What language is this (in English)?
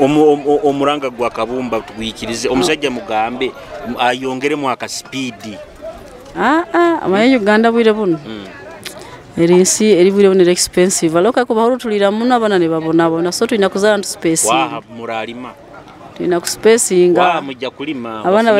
Nyoro